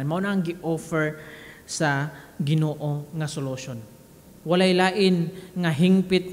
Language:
Cebuano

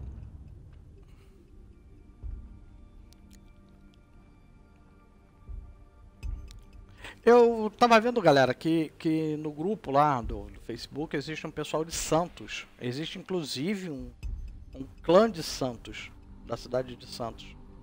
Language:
Portuguese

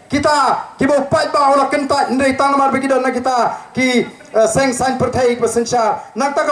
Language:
Khasi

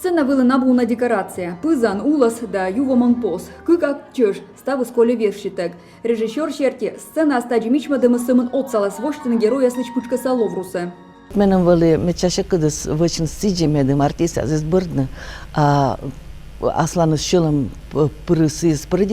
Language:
Komi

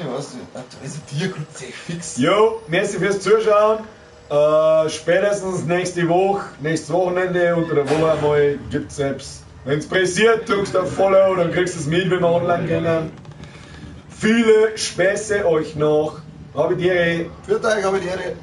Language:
Bavarian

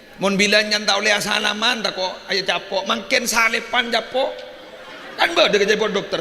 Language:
Madurese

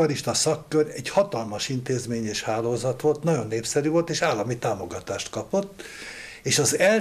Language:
Hungarian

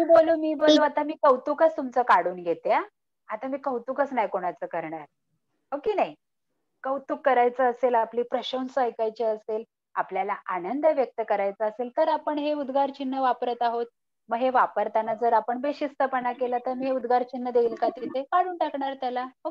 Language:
Marathi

